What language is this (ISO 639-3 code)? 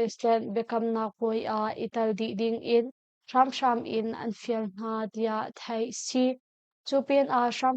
cnh